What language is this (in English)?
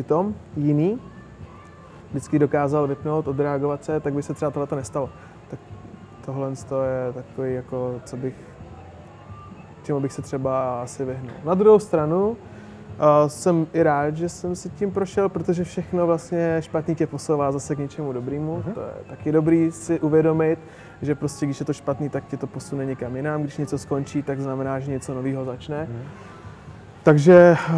Czech